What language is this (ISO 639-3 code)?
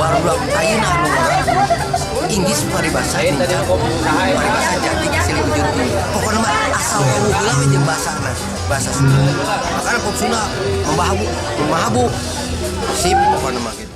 sun